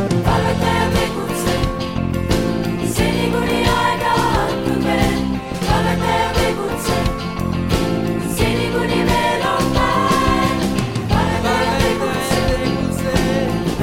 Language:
Estonian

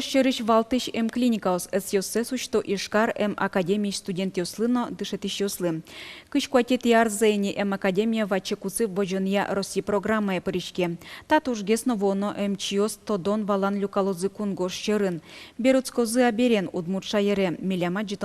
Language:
Udmurt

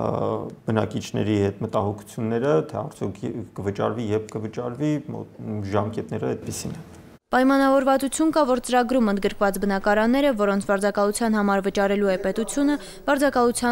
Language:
Armenian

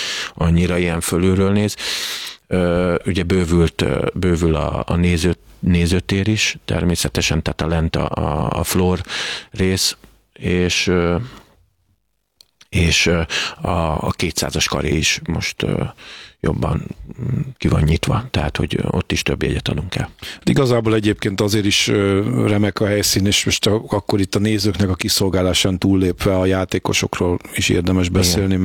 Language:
Hungarian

